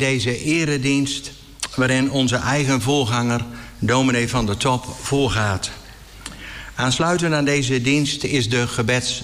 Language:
Dutch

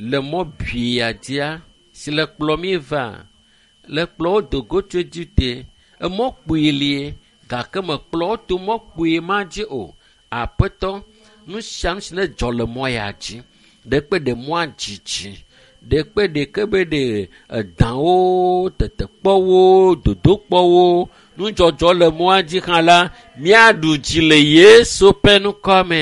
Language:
Ewe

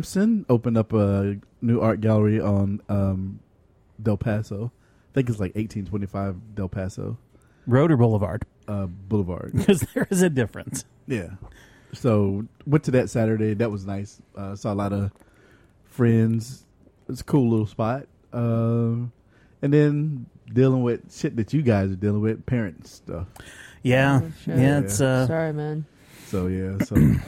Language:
English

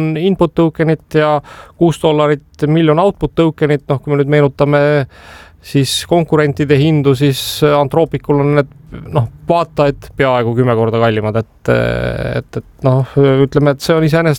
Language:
Estonian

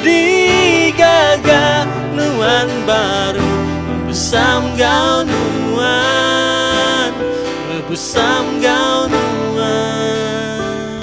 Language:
Iban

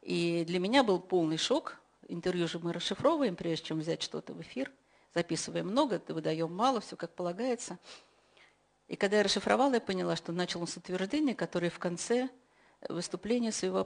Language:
Russian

